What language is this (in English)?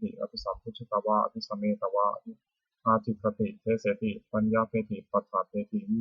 Pali